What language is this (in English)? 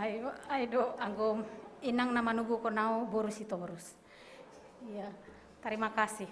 Batak Simalungun